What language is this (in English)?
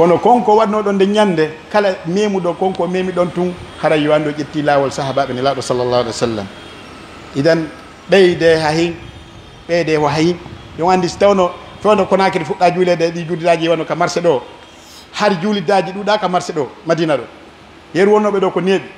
Pular